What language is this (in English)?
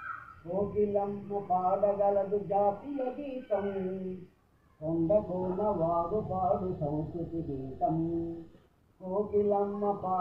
Telugu